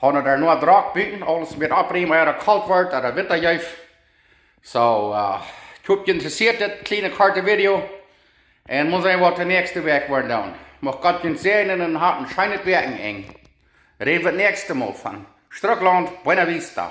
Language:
Plautdietsch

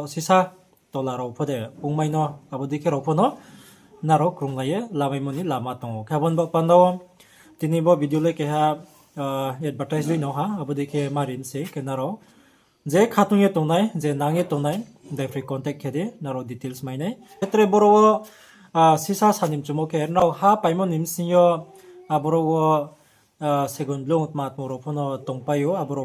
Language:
Riang (India)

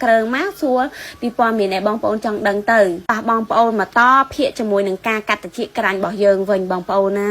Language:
Khmer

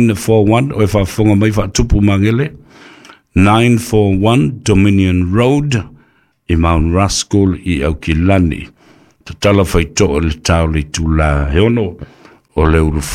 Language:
Samoan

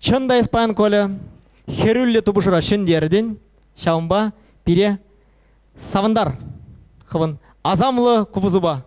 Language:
Chuvash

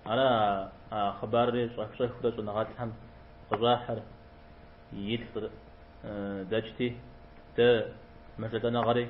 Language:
Kabardian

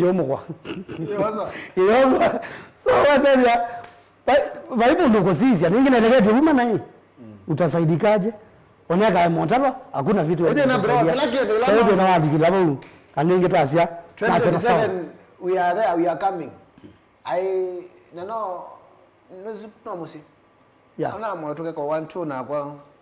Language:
Kamba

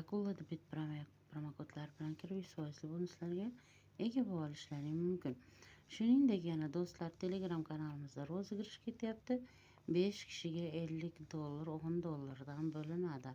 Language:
Uzbek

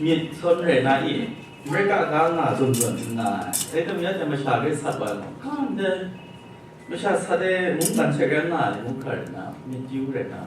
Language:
Kachin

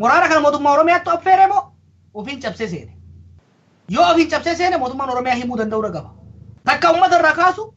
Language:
Oromo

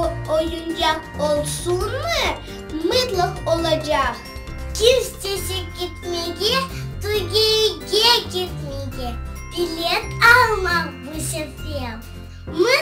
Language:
Crimean Tatar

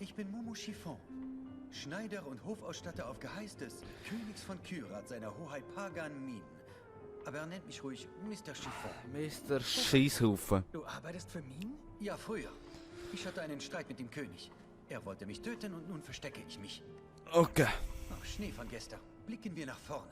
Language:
Swiss German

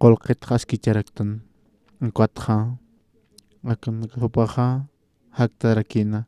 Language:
Aymara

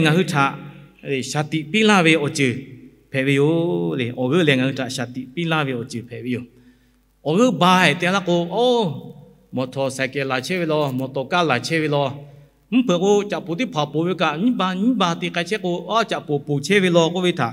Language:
Lahu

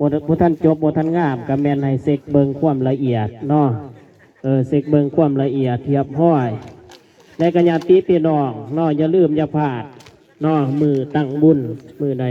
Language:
Lao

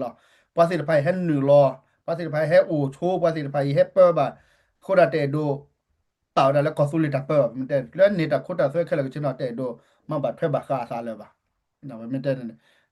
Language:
S'gaw Karen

